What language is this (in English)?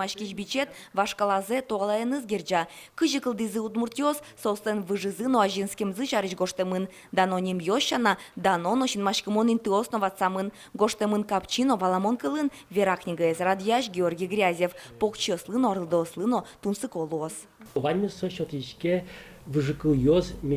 Udmurt